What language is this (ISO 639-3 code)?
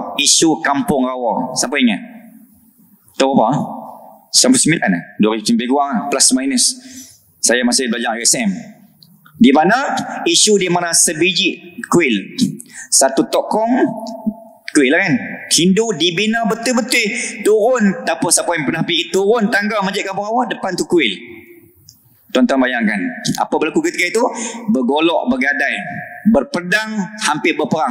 msa